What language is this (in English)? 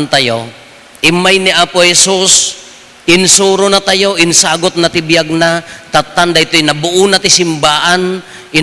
Iloko